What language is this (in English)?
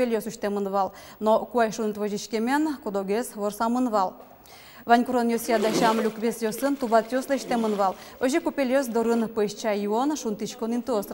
Udmurt